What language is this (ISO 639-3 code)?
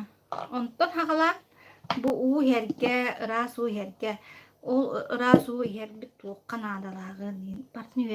sah